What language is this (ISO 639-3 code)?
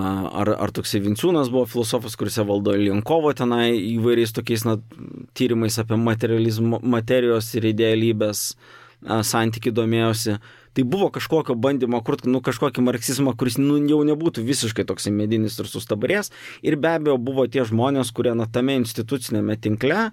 lit